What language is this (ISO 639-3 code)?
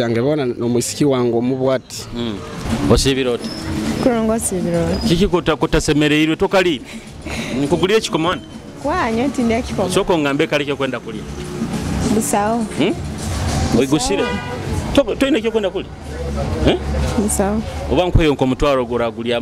nyo